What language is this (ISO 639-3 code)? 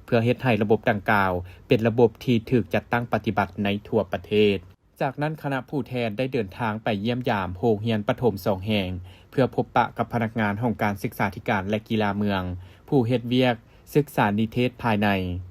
lao